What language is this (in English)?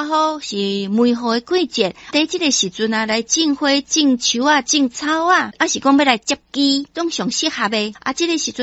Min Nan Chinese